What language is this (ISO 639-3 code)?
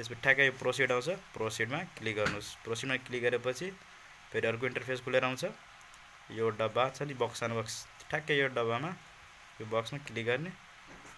nep